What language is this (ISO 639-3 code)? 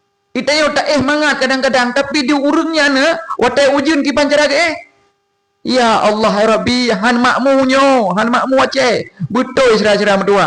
ace